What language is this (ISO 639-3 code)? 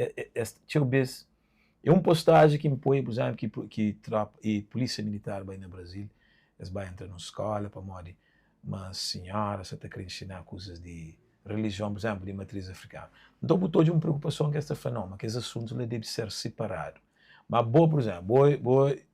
kea